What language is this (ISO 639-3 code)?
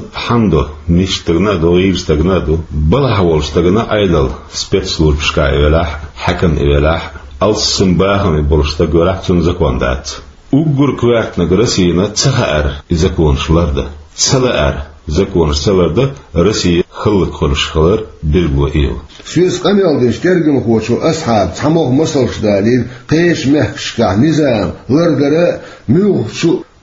che